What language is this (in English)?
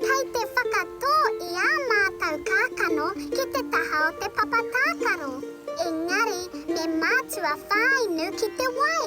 Māori